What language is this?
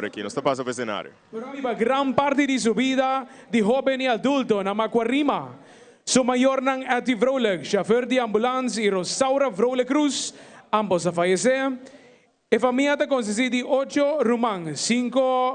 Papiamento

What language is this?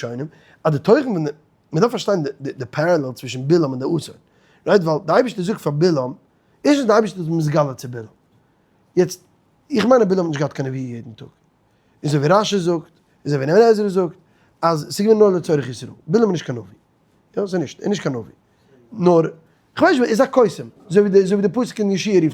Yiddish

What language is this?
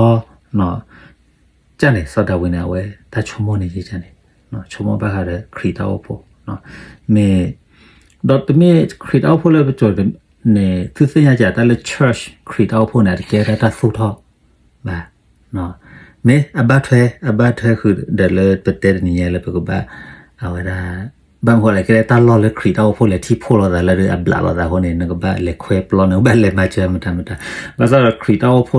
S'gaw Karen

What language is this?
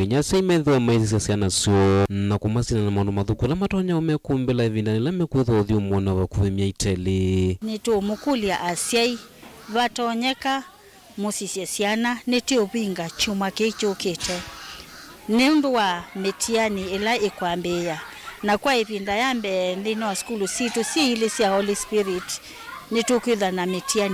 Kamba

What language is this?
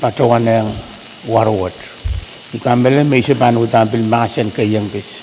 Pohnpeian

